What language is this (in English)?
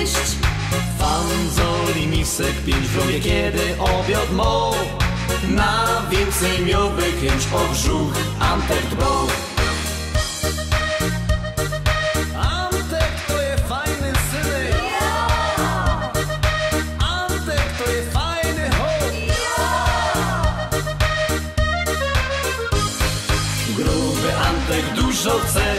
Polish